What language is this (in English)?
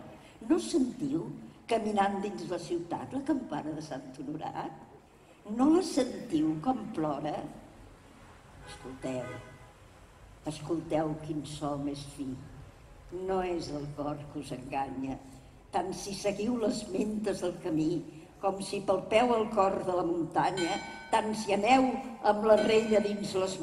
Catalan